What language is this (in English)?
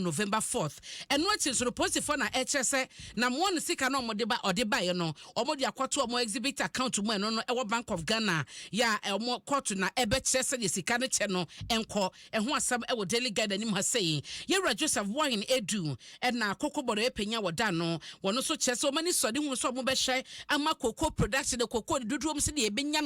Akan